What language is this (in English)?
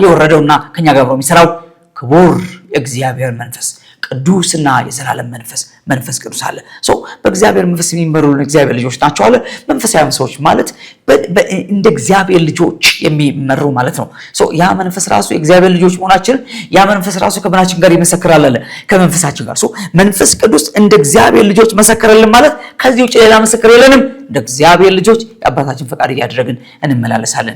Amharic